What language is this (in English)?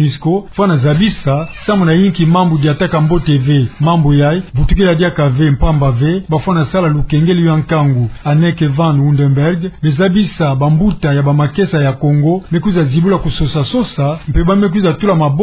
Kituba (Democratic Republic of Congo)